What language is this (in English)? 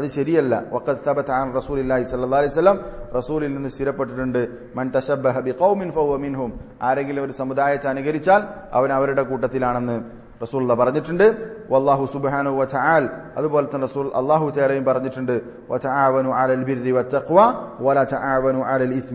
Malayalam